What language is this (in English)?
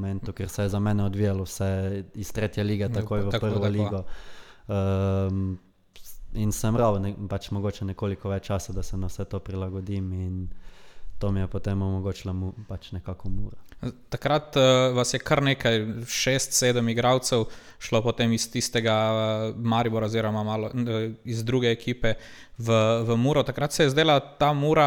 Slovenian